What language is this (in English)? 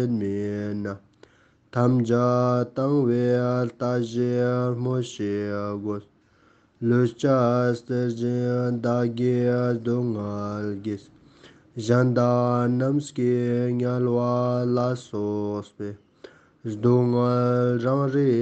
Ladakhi